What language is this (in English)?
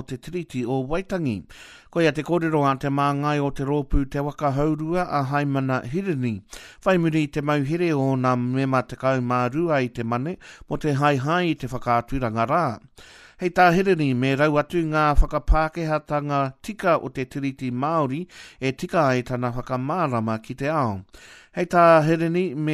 Māori